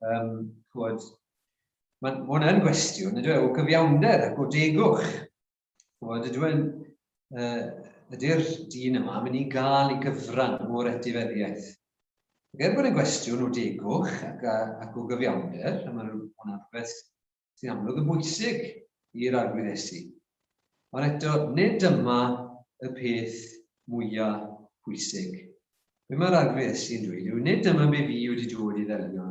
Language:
Welsh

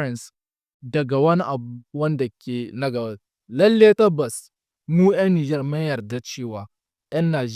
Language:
Hausa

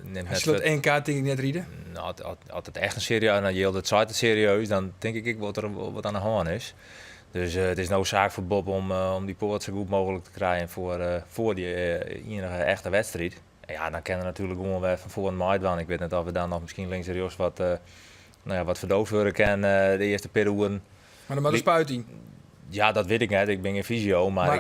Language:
Western Frisian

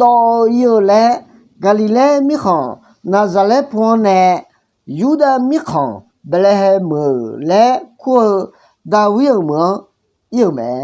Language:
Akha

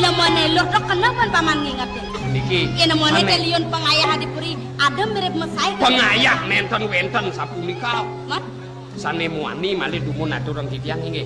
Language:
Balinese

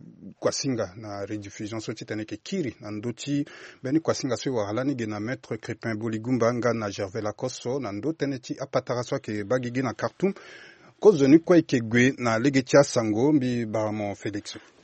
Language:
Sango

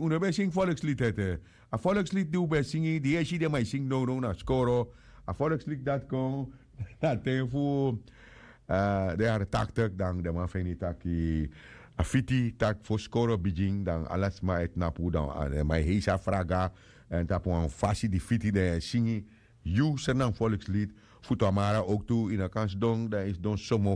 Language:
Sranan Tongo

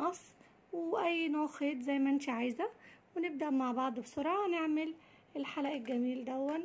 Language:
Egyptian Arabic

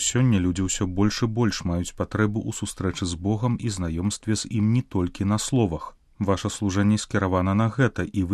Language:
Belarusian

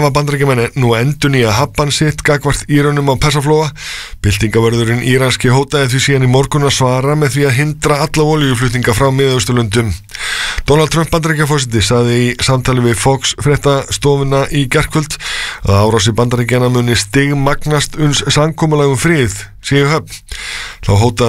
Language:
Icelandic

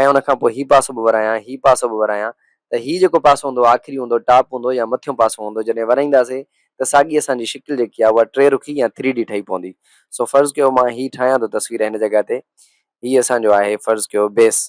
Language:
Sindhi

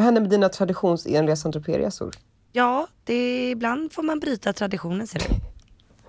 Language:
Swedish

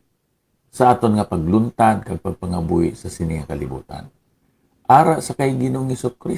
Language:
Hiligaynon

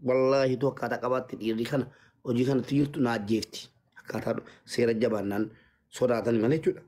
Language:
Oromo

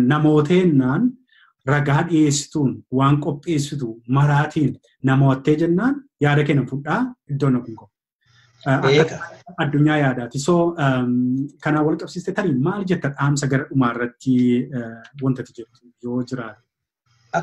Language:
Oromo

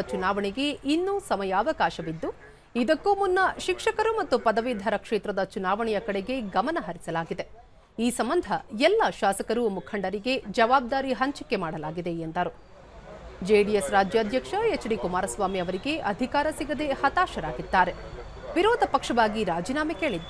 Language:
Kannada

